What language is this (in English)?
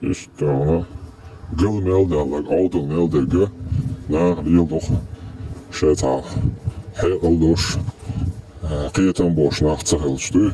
Chechen